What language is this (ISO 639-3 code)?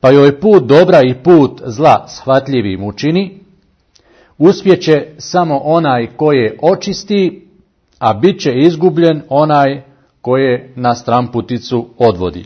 bos